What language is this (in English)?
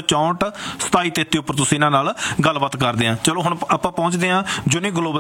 Punjabi